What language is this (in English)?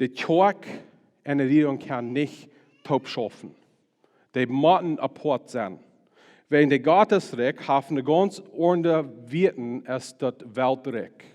Plautdietsch